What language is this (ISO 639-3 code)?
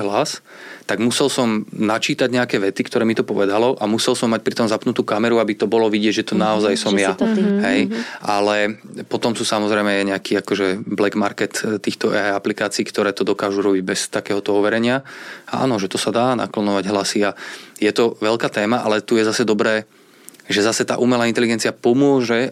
slk